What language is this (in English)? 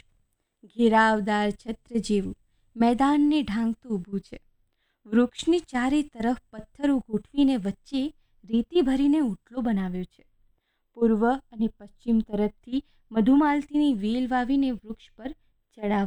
Gujarati